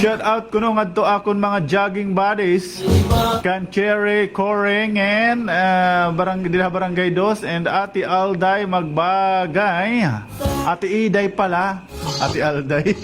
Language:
Waray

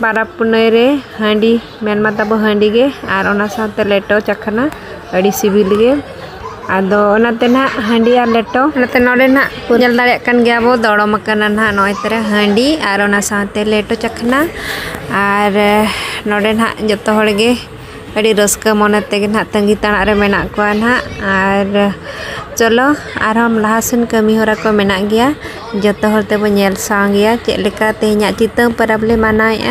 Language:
Santali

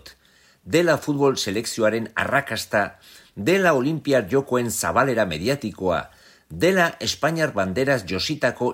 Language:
Basque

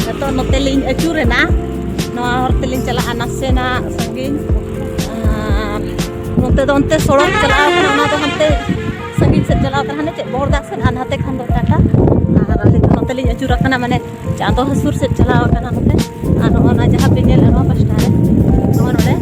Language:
Santali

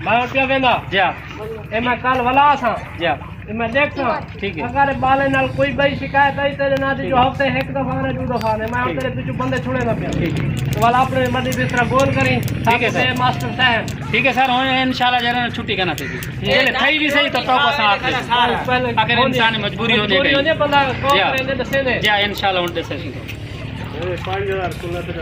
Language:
Saraiki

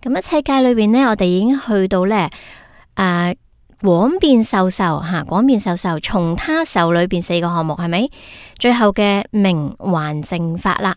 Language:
Cantonese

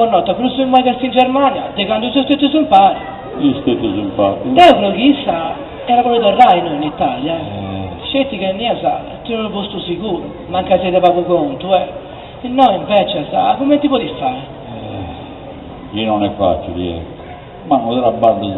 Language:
Sardinian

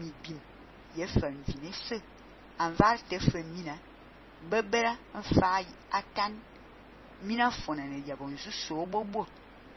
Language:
Fang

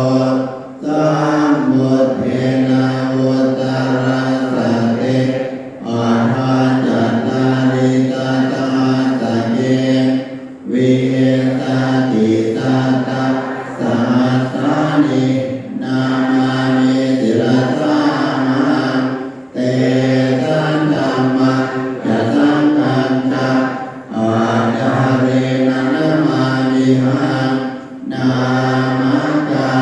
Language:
Pali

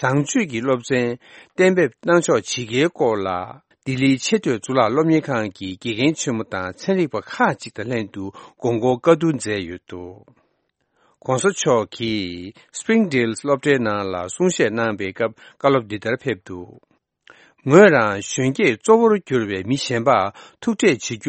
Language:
Tibetan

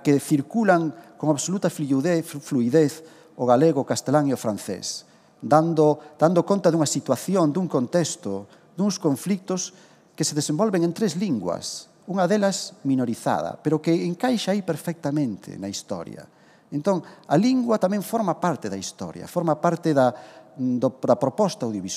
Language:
Galician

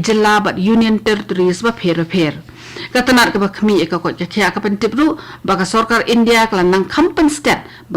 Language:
Khasi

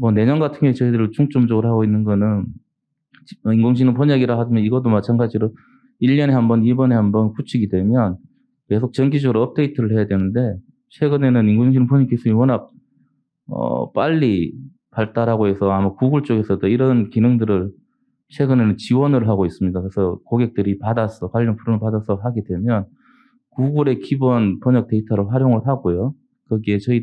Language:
Korean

